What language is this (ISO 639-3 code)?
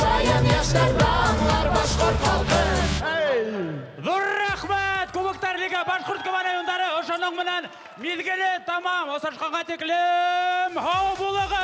bak